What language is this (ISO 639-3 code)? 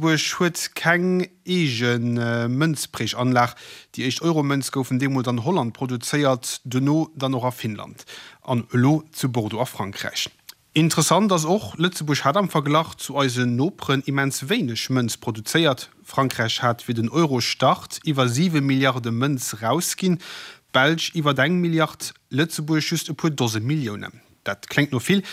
ltz